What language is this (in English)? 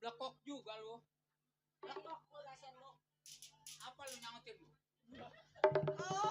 Betawi